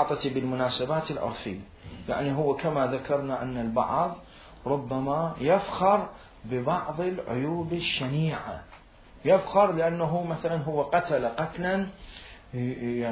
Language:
Mesopotamian Arabic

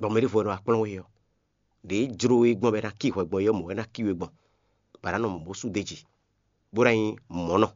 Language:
Fon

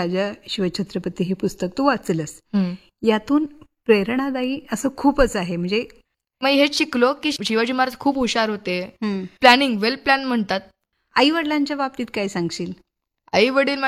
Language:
Marathi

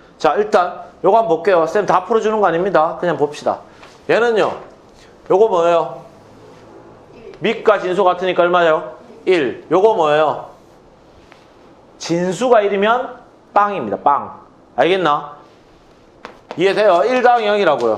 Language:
Korean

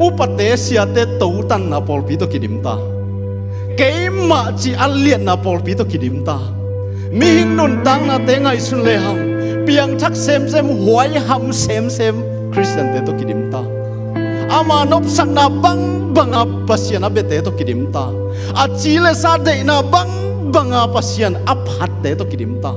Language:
Tedim Chin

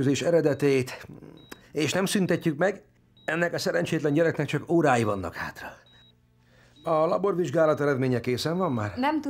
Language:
Hungarian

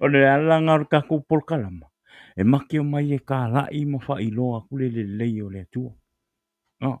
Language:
Samoan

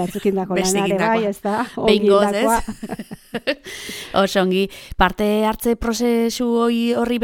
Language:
Basque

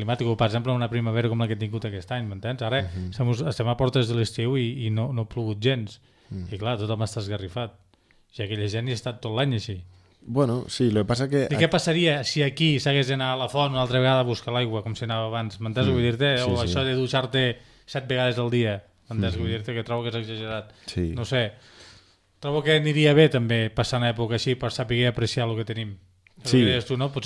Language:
Catalan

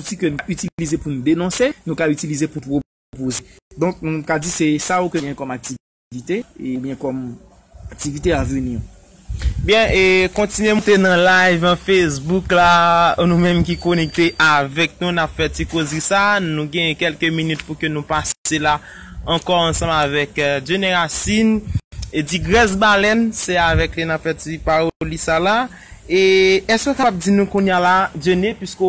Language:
Haitian Creole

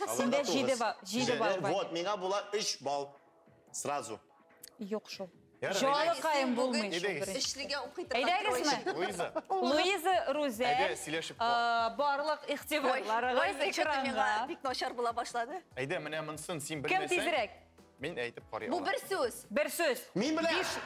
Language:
Tatar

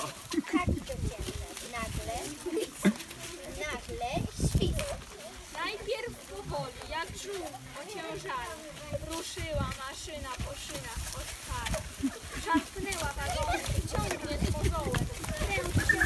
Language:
Polish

